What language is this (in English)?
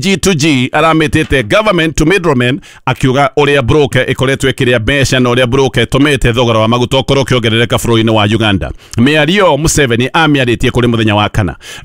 Kikuyu